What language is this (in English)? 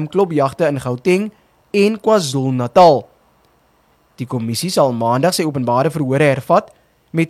Afrikaans